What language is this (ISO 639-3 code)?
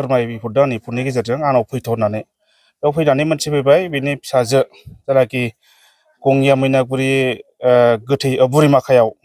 brx